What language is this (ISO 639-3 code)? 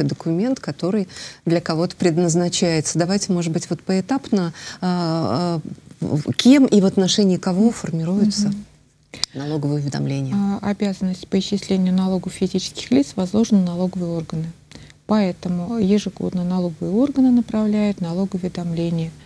rus